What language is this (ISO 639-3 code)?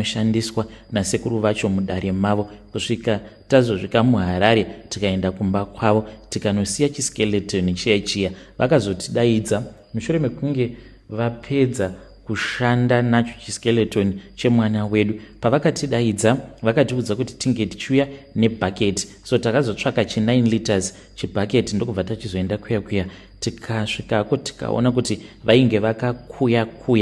sna